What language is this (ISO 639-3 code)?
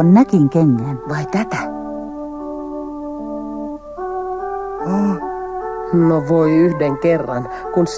fin